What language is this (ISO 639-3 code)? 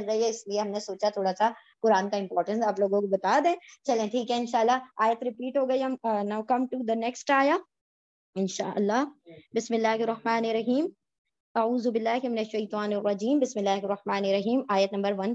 urd